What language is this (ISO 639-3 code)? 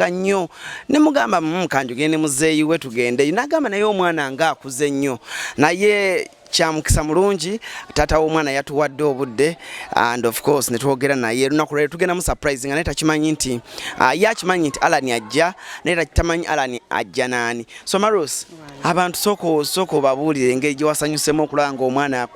lug